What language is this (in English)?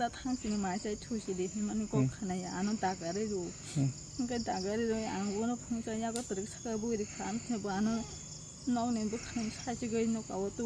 Kok Borok